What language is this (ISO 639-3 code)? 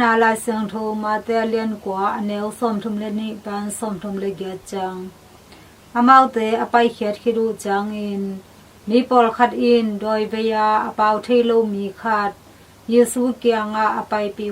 ctd